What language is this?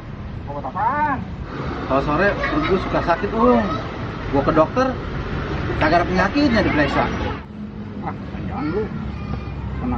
Betawi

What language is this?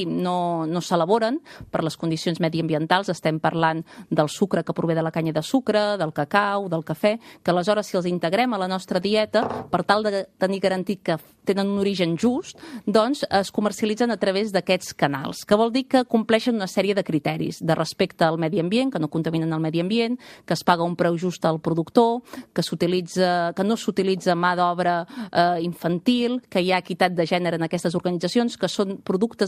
Catalan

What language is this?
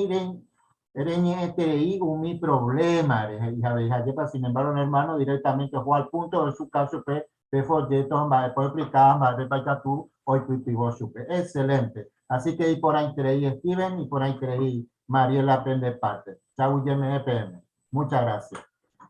Guarani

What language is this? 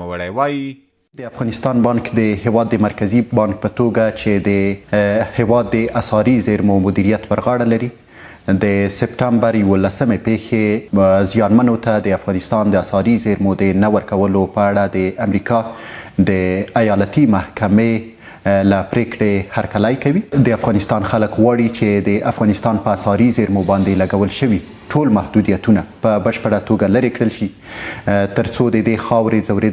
Pashto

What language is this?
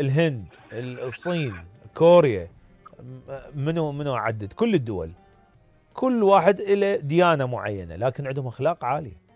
Mesopotamian Arabic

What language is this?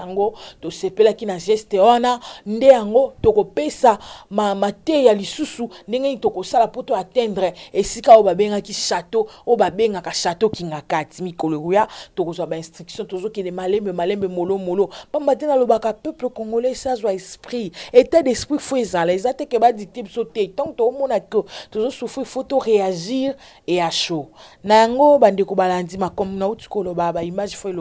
Lingala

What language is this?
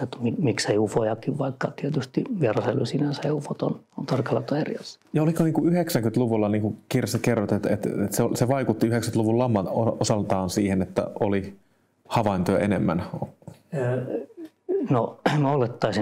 Finnish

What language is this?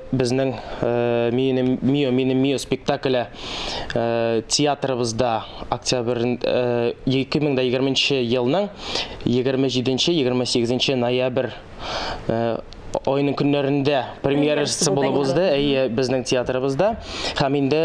Tatar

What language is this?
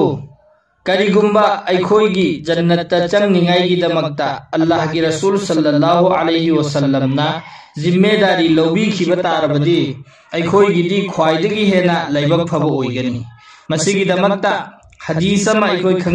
Manipuri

